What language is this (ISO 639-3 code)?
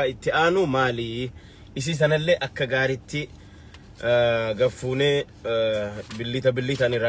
orm